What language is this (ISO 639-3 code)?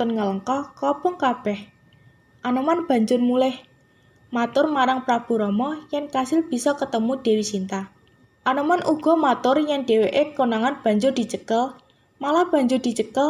jav